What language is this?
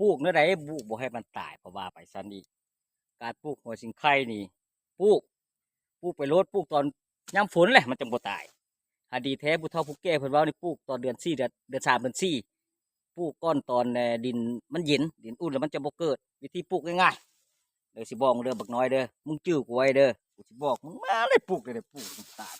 Lao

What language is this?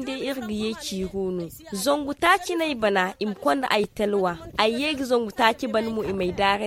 Zarma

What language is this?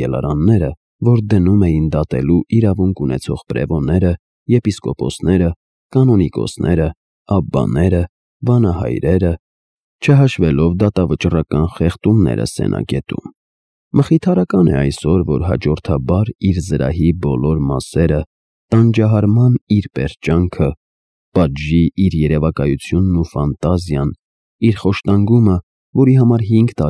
Armenian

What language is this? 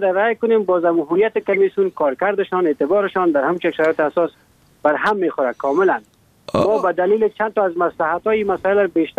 Persian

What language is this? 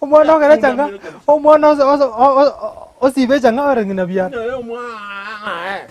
Gusii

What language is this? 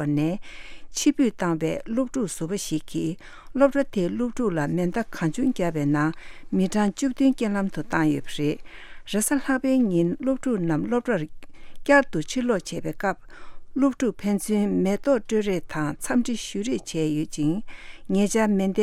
Tibetan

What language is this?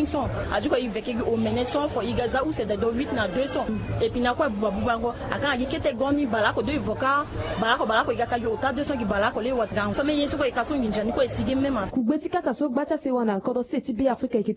Sango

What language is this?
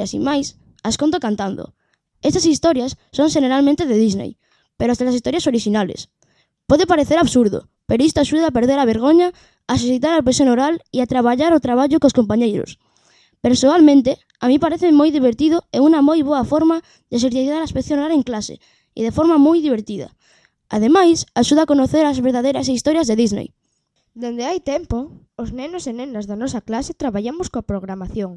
Galician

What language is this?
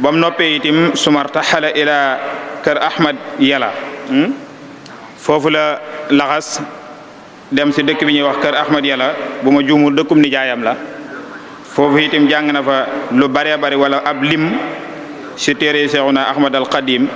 Wolof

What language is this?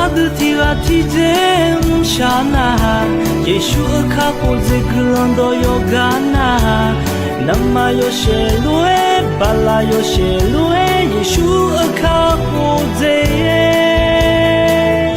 Akha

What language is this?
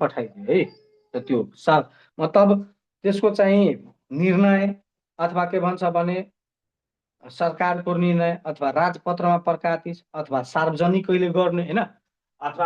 Nepali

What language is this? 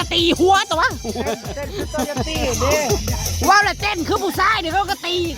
Northeastern Thai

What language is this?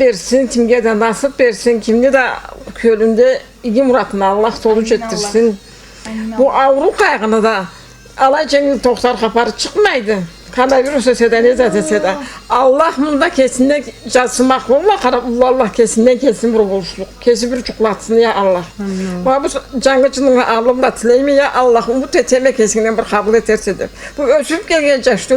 Karachay-Balkar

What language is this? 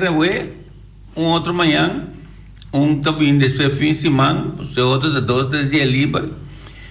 Papiamento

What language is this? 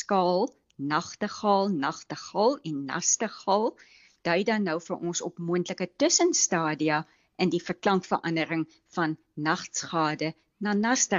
Afrikaans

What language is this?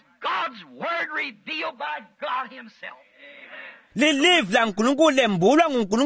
Swati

